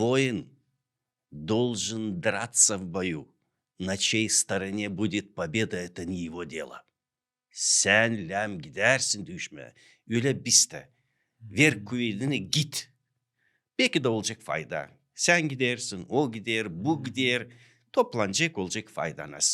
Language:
Gagauz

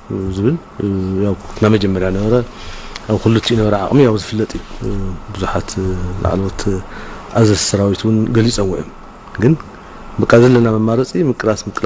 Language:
Tigrinya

